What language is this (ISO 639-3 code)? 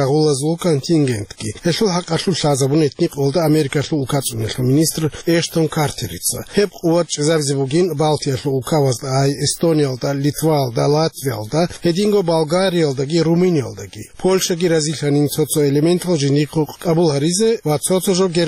ava